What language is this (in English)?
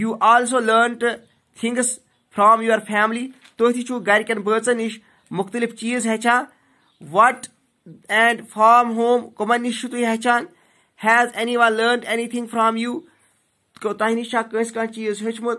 Kashmiri